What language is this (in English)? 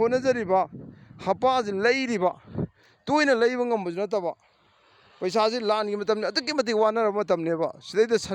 Manipuri